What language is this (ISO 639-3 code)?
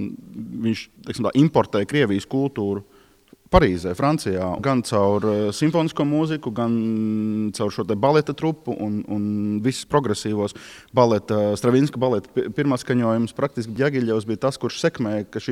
lav